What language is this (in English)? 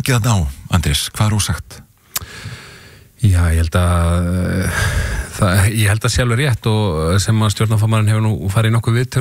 Icelandic